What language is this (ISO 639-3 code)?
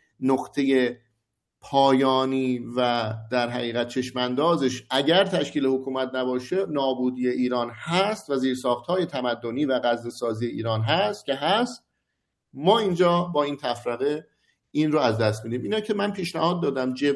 fas